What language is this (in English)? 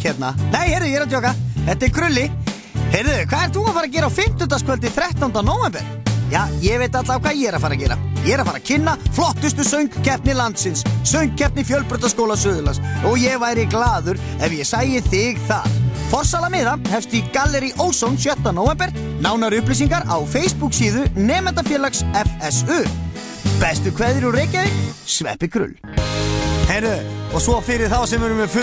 Icelandic